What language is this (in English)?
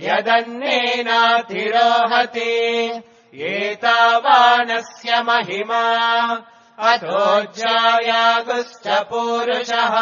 Sanskrit